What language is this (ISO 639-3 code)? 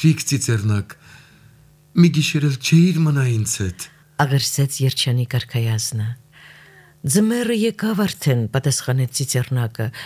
hye